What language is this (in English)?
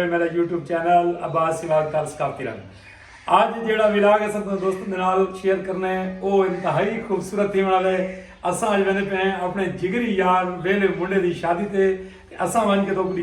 Saraiki